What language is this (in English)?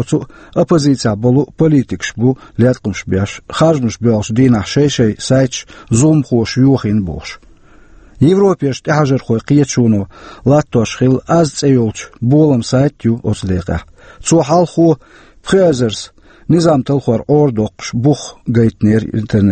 Chechen